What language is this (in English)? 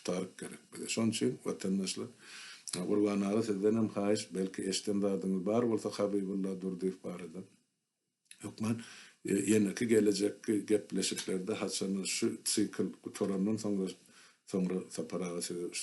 Turkmen